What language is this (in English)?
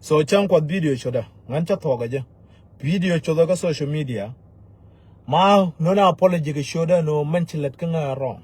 Nuer